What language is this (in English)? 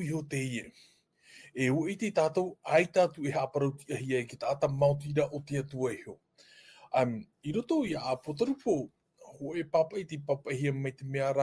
Tahitian